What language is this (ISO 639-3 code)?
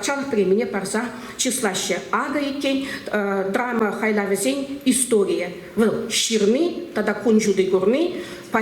chv